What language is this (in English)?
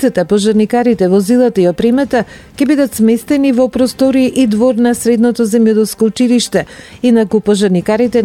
Macedonian